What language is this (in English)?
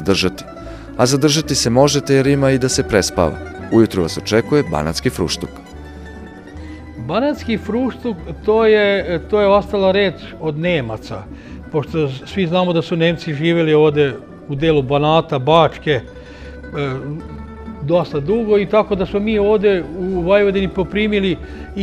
Serbian